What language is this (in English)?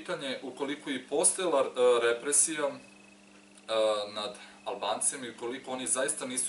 Serbian